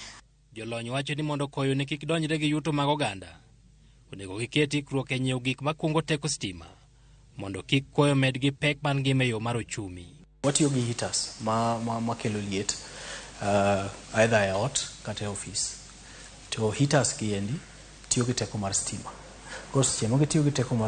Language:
Luo (Kenya and Tanzania)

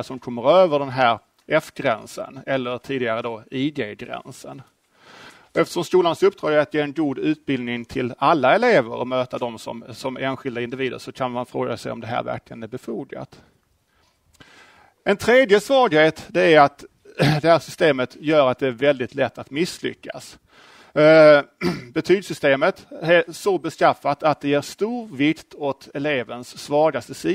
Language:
Swedish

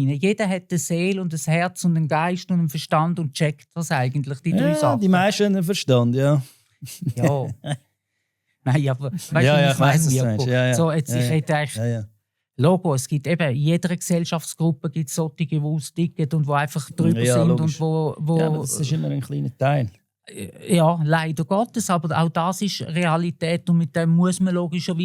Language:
Swiss German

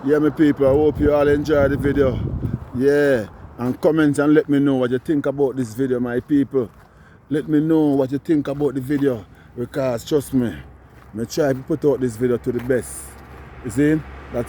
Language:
Jamaican Creole English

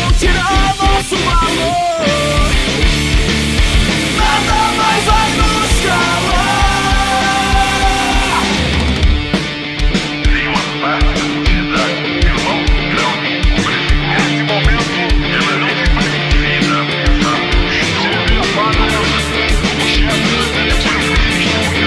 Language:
Portuguese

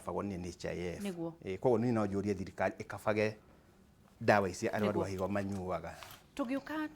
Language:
Kikuyu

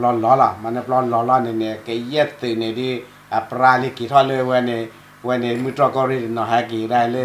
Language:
S'gaw Karen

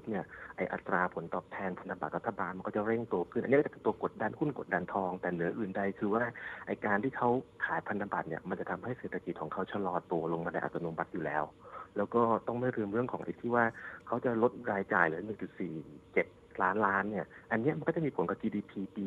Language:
Thai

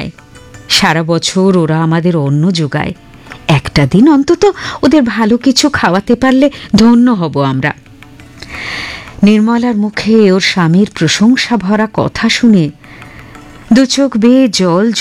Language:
Bangla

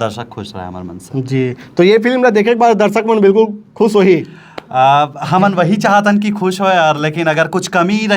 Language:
Chhattisgarhi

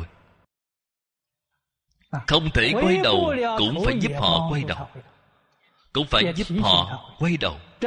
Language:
Vietnamese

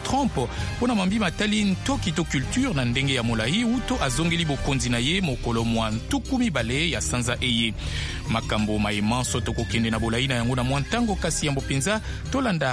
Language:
Lingala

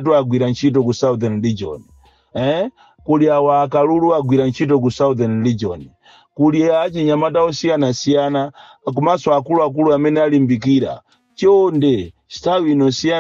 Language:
Nyanja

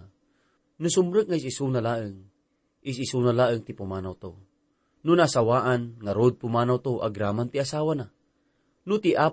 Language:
Iloko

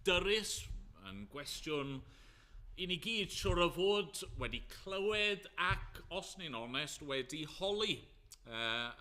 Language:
Welsh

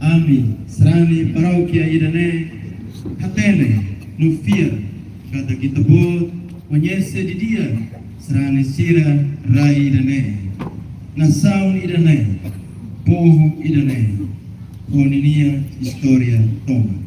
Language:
Tetum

